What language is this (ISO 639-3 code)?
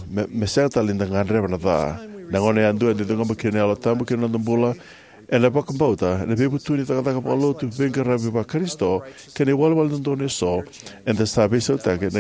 fij